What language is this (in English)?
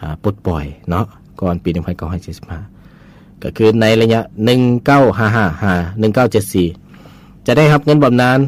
Lao